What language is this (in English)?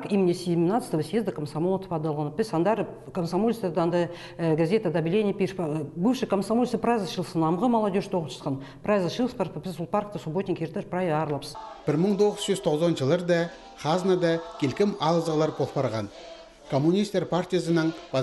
Khakas